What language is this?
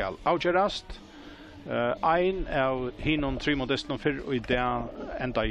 Faroese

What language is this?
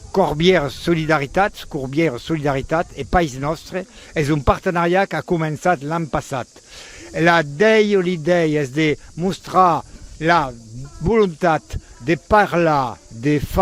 Occitan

